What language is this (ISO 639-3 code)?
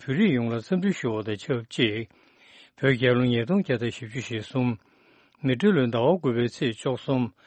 bod